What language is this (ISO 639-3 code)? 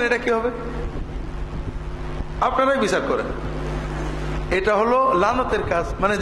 ben